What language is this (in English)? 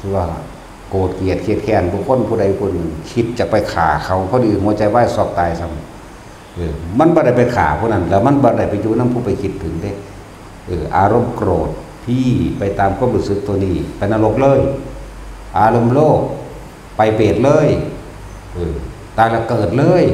Northeastern Thai